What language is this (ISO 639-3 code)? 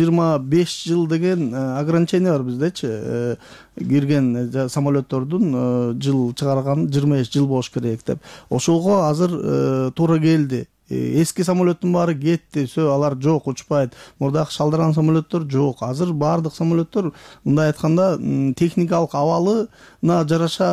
kir